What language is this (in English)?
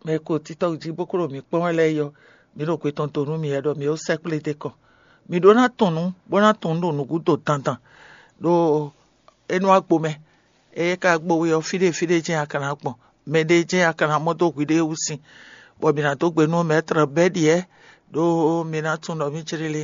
Fon